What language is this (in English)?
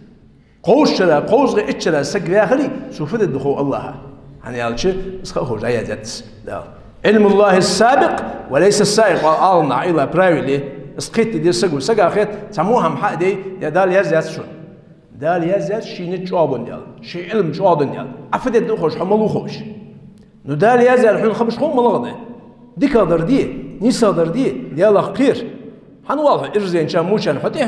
Ingush